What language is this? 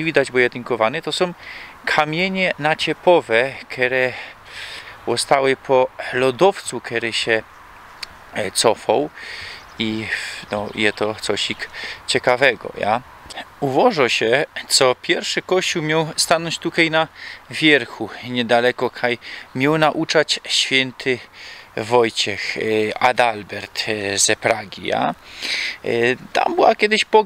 Silesian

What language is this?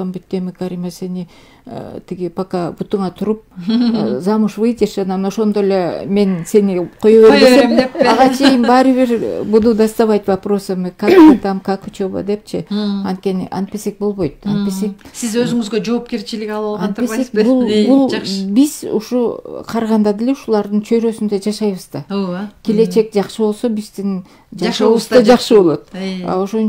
Kyrgyz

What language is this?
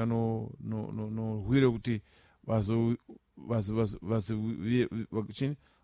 Sena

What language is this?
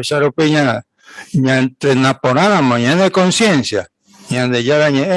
Guarani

